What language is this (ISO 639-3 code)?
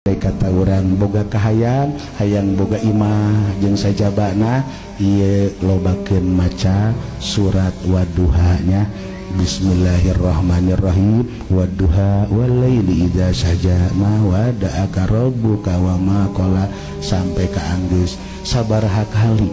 sun